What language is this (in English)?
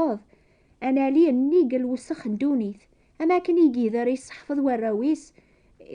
Kabyle